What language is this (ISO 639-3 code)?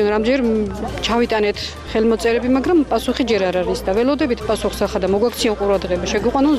kat